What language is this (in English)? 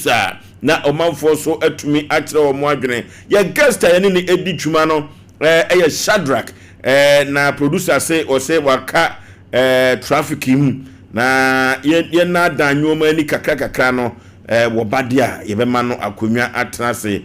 Akan